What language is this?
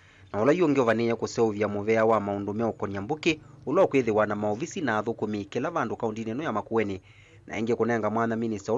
Kamba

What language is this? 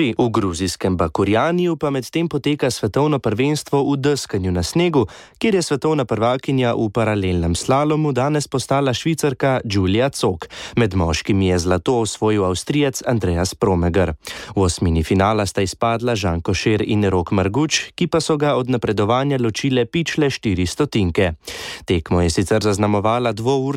Slovenian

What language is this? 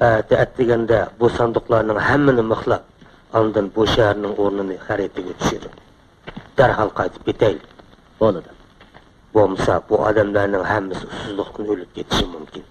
Uyghur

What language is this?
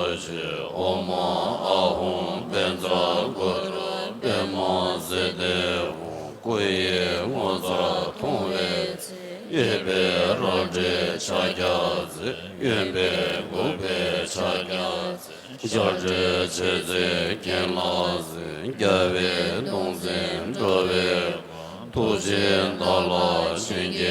Tibetan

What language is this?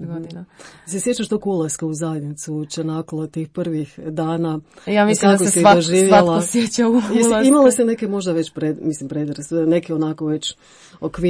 Croatian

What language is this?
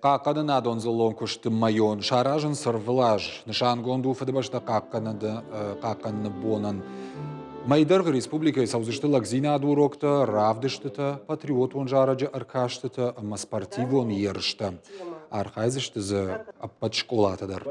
Ossetic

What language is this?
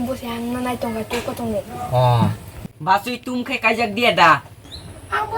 Kok Borok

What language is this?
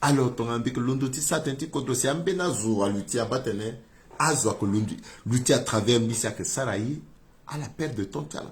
Sango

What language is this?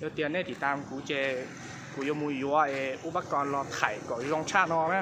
Hmong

